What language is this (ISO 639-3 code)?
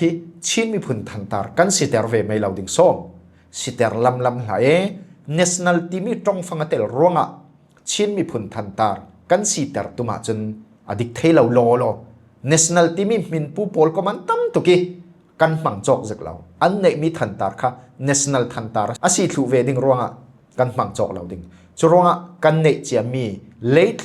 cfm